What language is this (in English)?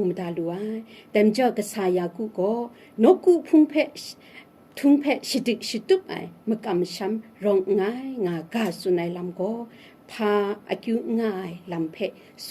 Kachin